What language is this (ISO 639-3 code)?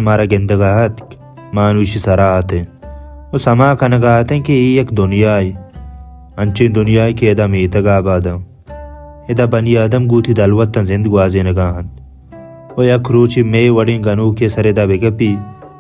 bal